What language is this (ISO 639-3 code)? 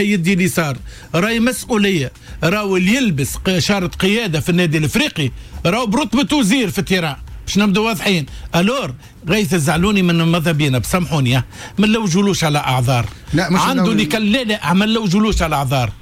aeb